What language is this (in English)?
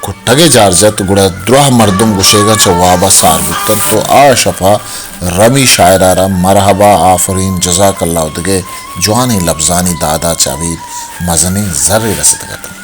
Baluchi